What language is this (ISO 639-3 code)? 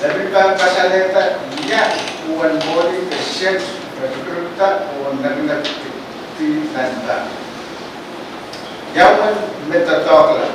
pon